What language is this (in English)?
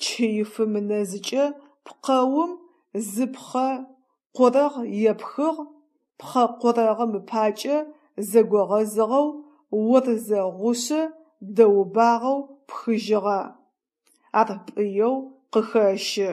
Adyghe